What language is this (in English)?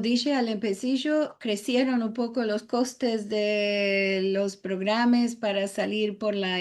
Ladino